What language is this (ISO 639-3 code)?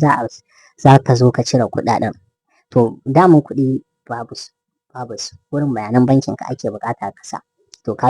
hau